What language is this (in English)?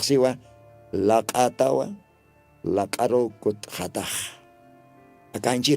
Aymara